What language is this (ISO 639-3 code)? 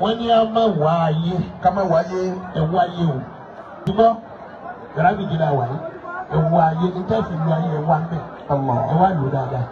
yor